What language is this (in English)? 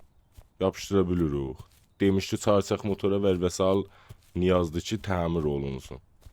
South Azerbaijani